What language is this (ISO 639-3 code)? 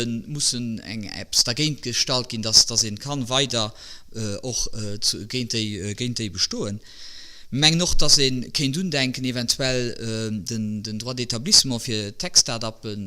ltz